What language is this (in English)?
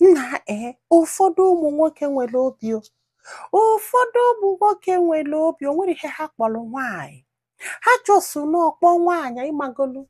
Igbo